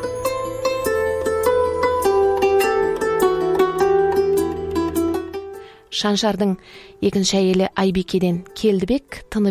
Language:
Kazakh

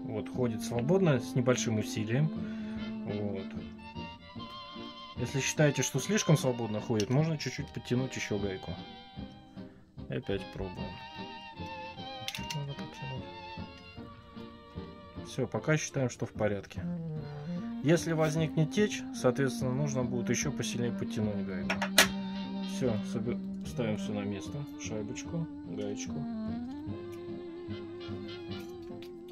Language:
Russian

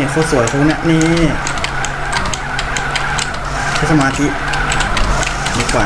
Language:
Thai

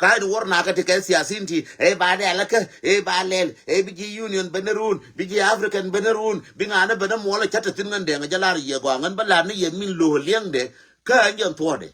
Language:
Nuer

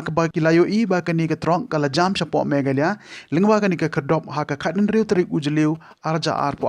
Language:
Khasi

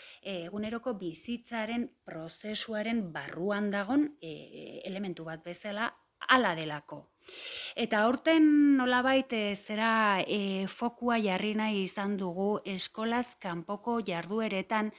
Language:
Basque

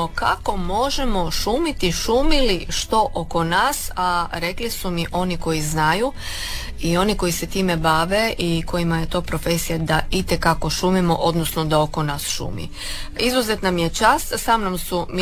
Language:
Croatian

